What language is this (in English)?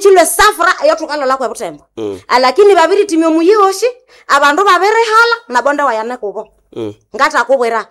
Nande